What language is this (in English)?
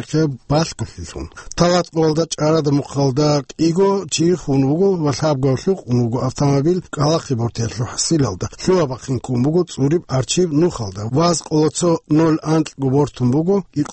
Avaric